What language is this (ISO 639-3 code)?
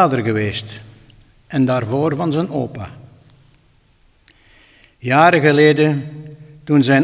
nld